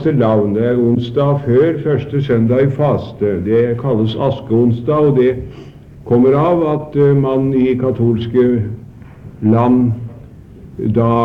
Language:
Norwegian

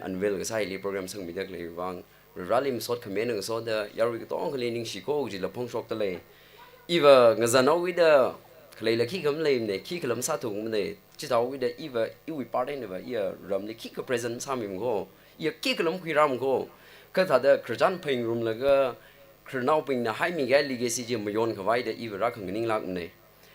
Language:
Tangkhul Naga (India)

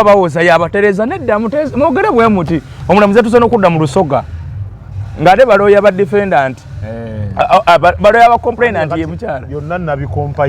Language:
Ganda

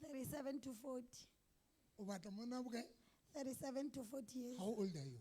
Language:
Southern Sotho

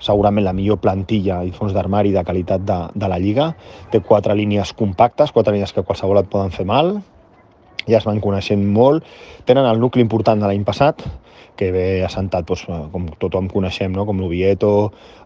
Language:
Catalan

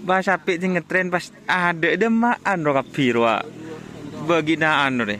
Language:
Madurese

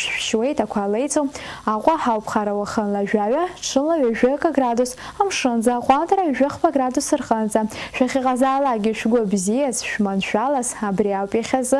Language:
Abkhazian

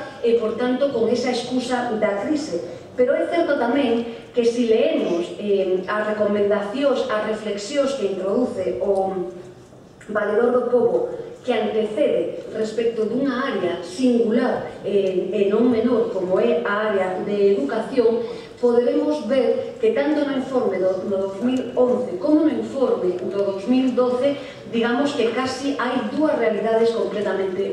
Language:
Galician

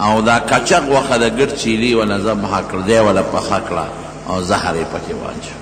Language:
Pashto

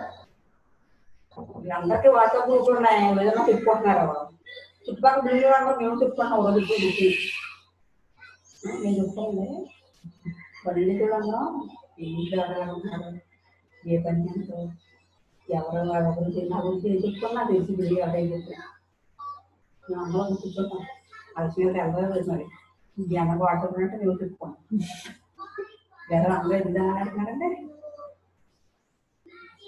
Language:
Telugu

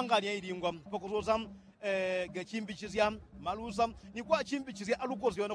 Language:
Yao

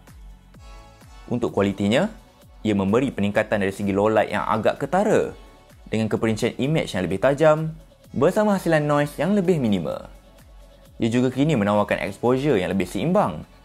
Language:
Malay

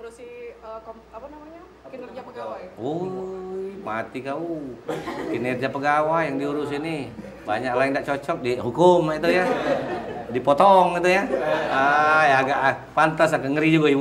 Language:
Musi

